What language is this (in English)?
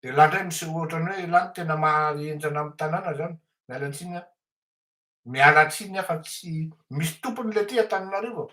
Malagasy